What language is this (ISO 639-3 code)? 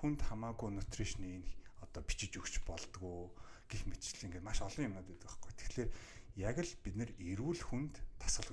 mon